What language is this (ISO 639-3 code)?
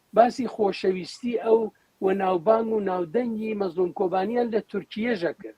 ckb